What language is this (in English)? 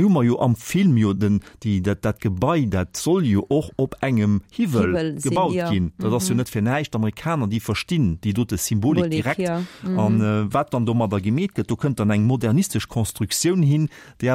Luxembourgish